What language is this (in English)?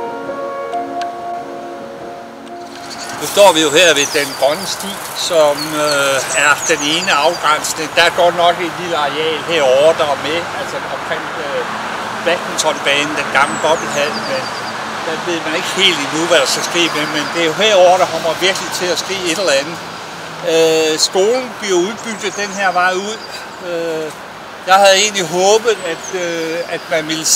Danish